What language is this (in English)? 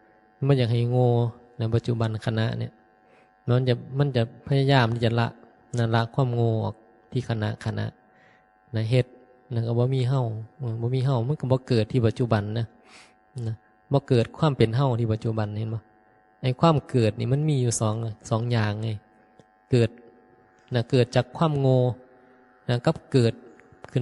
Northeastern Thai